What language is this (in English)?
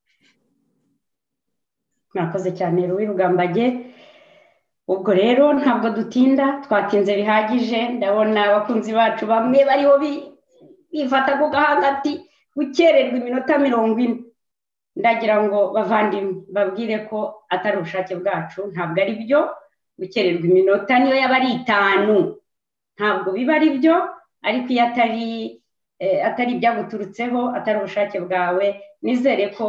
Kinyarwanda